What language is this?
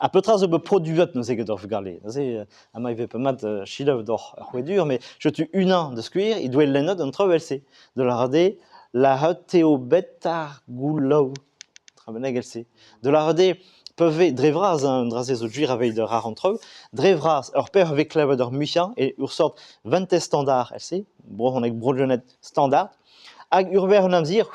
Breton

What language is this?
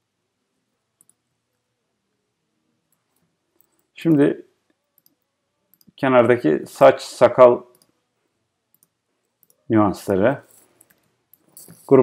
Turkish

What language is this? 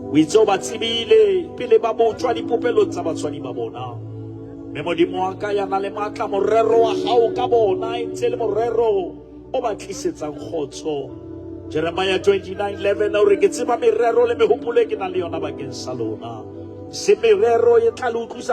Southern Sotho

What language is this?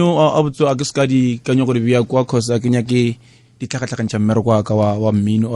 Northern Sotho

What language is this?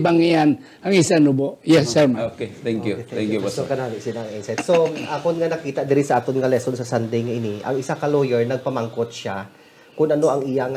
Hiligaynon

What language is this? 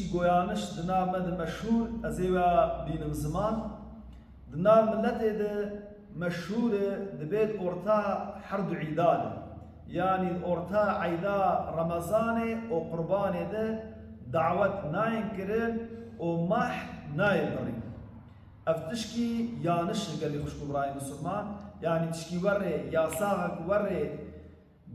Kurdish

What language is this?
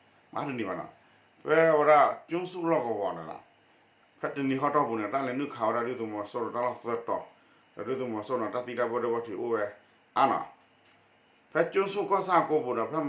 S'gaw Karen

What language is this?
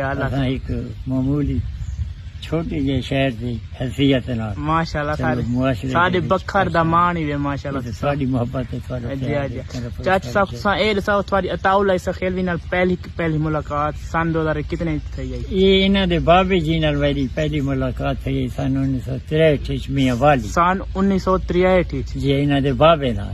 Saraiki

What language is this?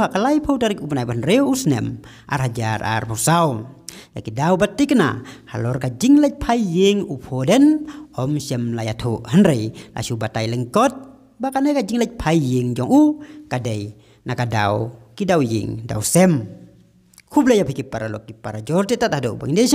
Khasi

